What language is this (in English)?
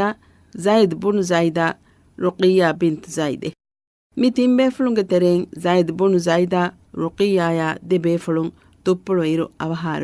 Divehi